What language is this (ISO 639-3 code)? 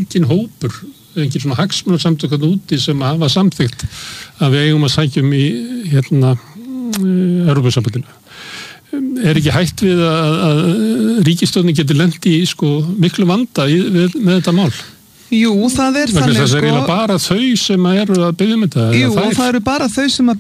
isl